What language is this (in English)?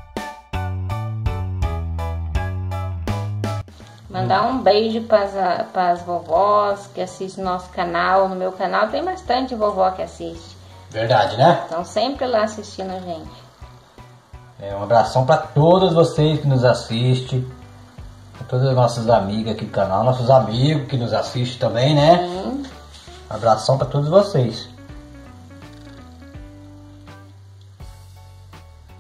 Portuguese